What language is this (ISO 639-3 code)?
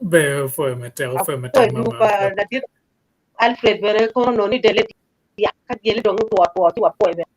ach